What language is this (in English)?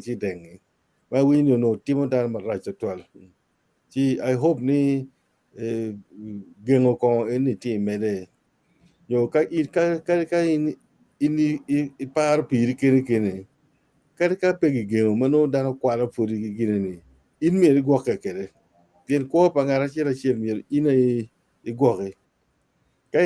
Acoli